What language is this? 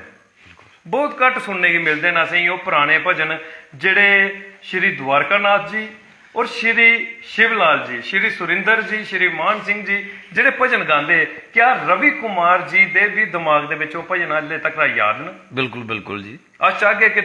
Dogri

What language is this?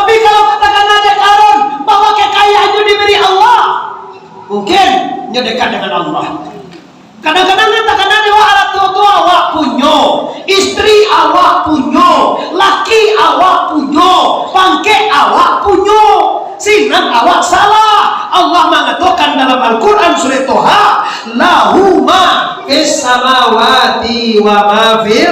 Minangkabau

